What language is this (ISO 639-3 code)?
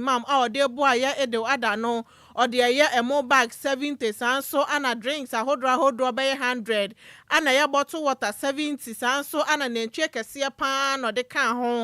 aka